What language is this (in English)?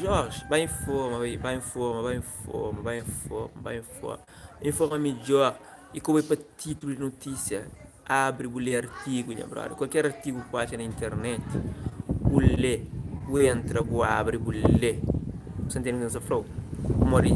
Kabuverdianu